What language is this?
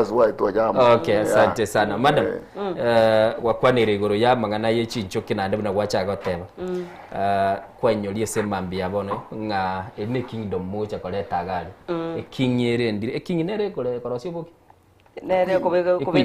Gusii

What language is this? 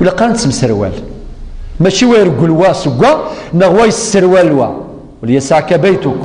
Kabyle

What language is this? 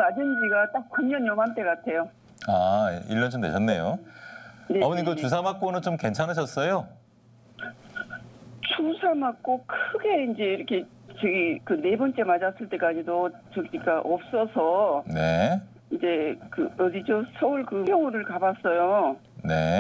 Korean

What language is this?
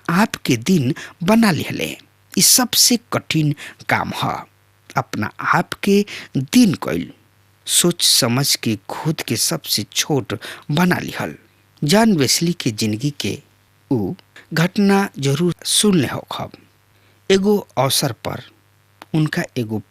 Bhojpuri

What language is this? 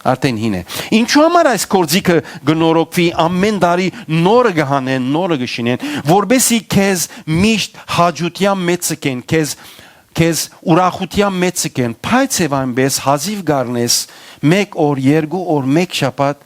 Western Armenian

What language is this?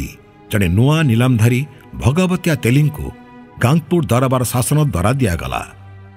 Odia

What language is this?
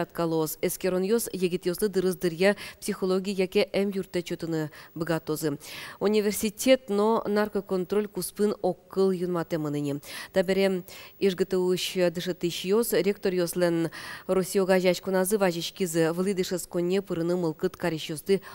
Udmurt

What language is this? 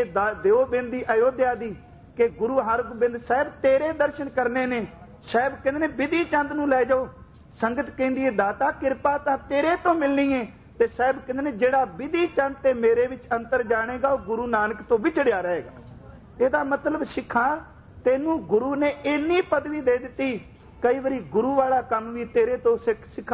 Punjabi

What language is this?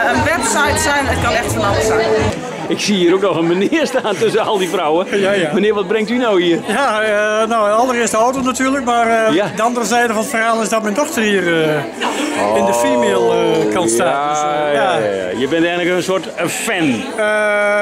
Dutch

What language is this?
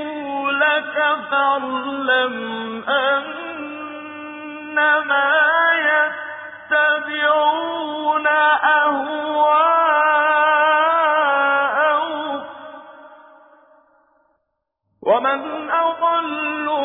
Arabic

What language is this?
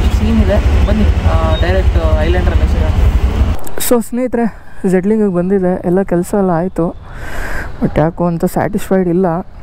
Kannada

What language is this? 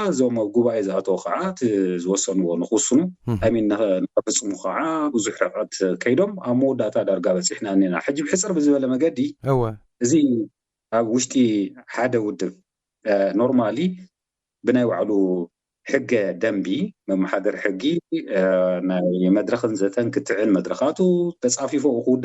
Tigrinya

